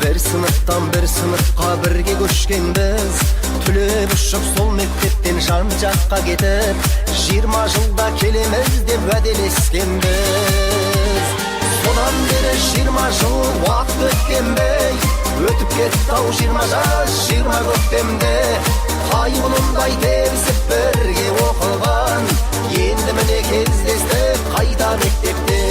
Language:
Kara-Kalpak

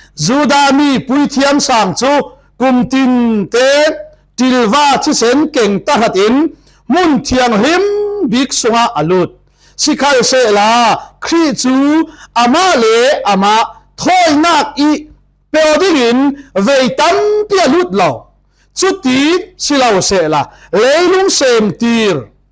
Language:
Falam Chin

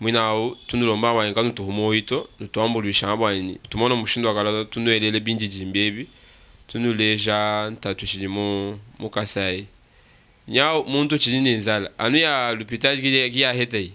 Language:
Luba-Lulua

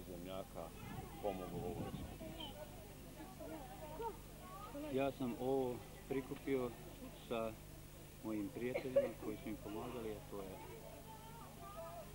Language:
Bosnian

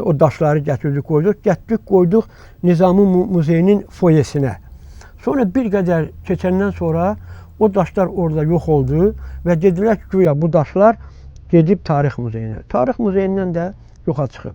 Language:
Azerbaijani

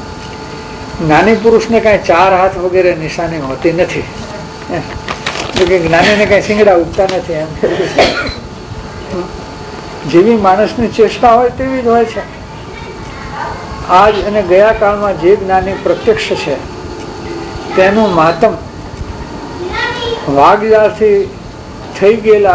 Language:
Gujarati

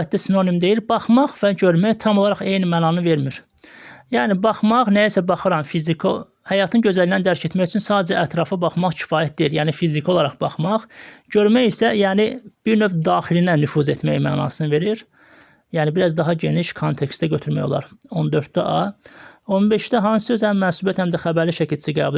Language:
Azerbaijani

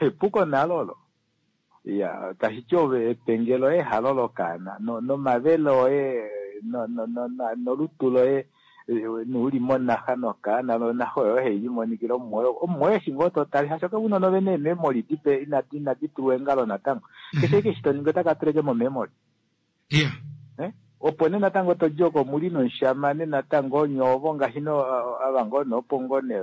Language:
Kuanyama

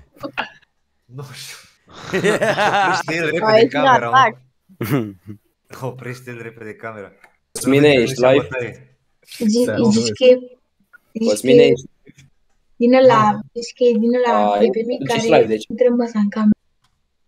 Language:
Romanian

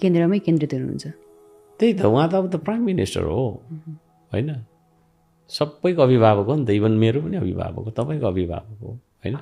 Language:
Nepali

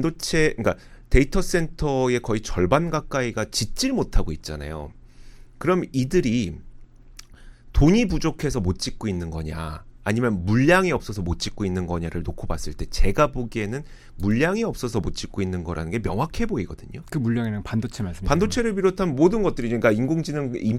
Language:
Korean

